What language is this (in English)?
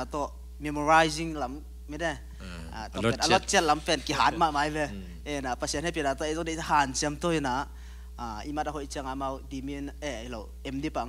Tedim Chin